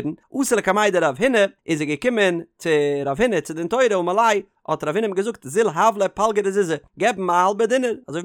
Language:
Yiddish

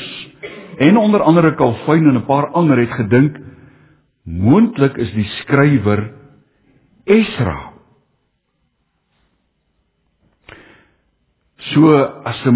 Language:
Afrikaans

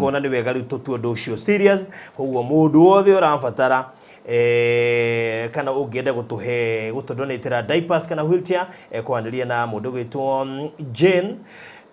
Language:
Kikuyu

